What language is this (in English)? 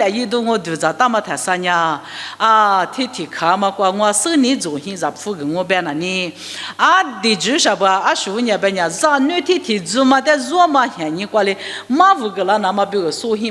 Lisu